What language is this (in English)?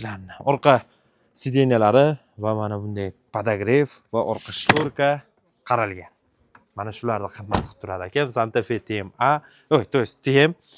Uzbek